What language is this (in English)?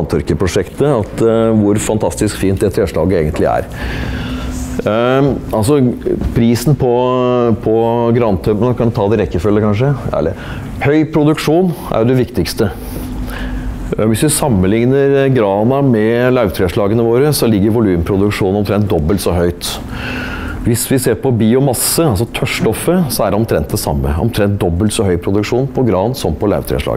Norwegian